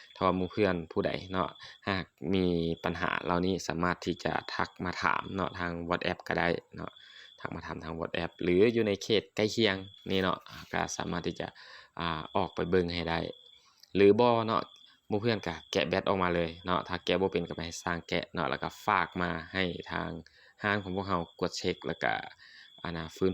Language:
Lao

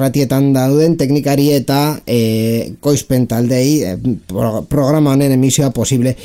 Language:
Basque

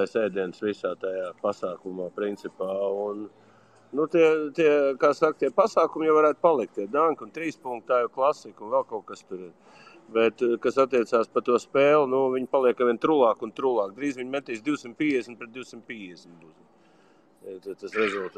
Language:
Latvian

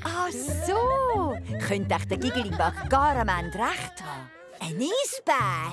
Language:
Swiss German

